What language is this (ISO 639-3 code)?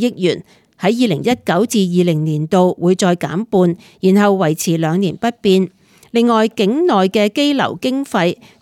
yue